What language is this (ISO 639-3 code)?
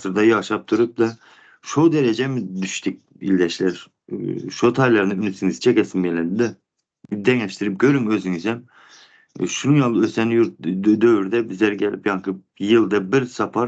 tuk